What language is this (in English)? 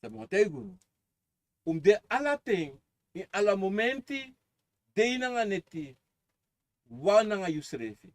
Sranan Tongo